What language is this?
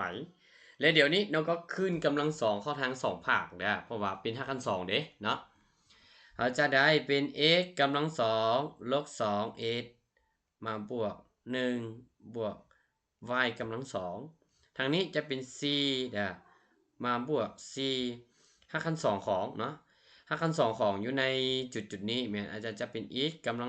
Lao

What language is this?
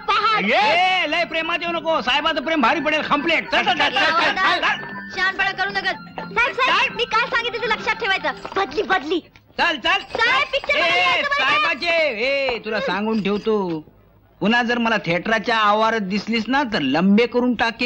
Marathi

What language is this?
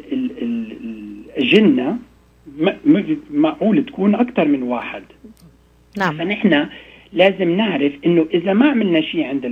North Levantine Arabic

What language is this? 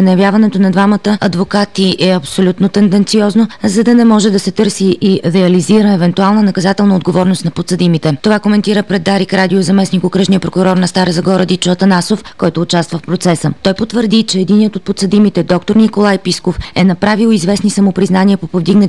Bulgarian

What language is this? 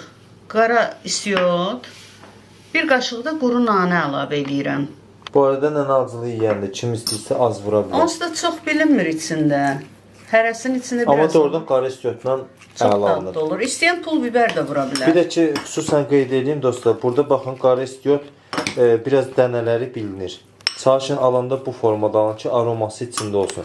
Azerbaijani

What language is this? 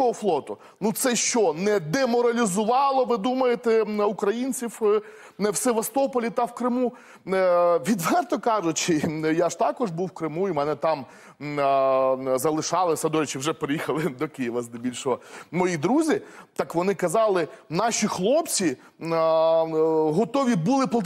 Ukrainian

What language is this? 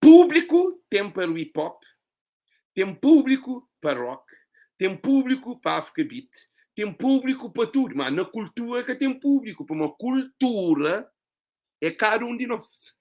Kabuverdianu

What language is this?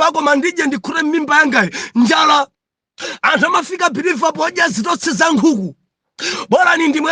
Nyanja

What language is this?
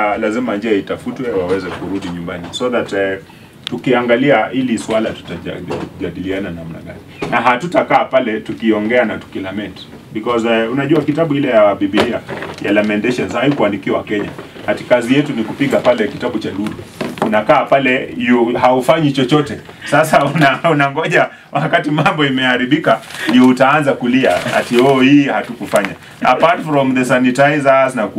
Swahili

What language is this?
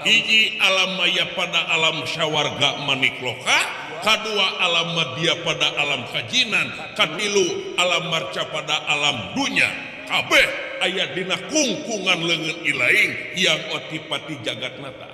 Sundanese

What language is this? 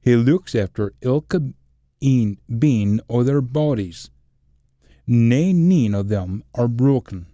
Scots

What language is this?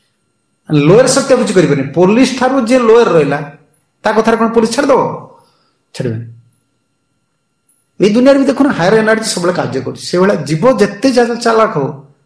Odia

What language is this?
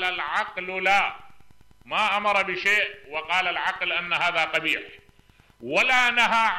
Mesopotamian Arabic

